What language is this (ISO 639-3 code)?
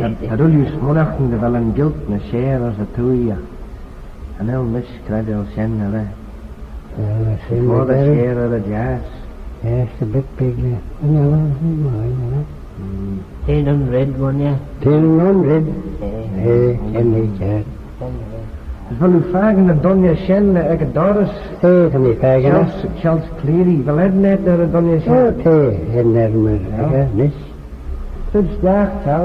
glv